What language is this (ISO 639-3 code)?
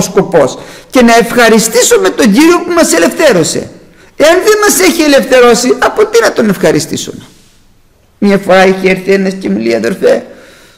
ell